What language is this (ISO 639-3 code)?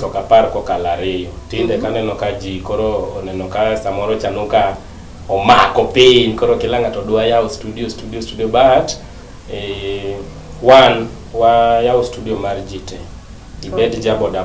luo